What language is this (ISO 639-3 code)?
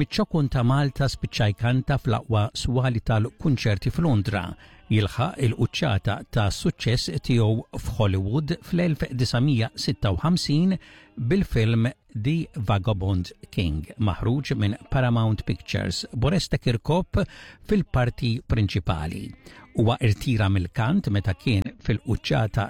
mlt